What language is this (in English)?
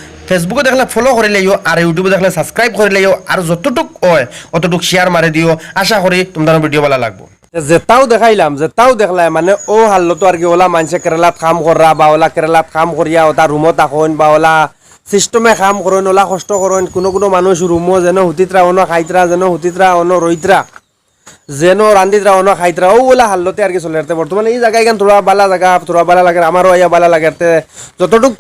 Sylheti